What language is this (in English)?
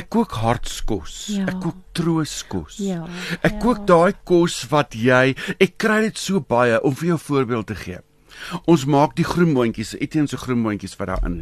Afrikaans